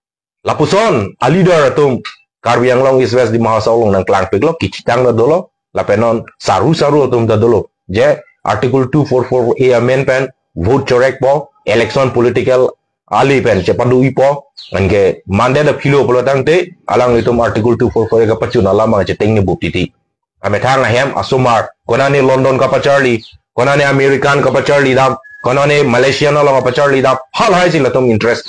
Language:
Karbi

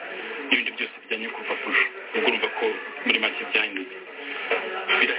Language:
Kinyarwanda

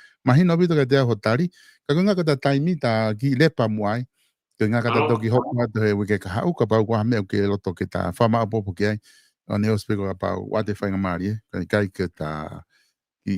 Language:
Tongan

